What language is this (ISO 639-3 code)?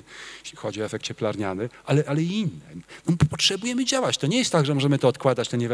pol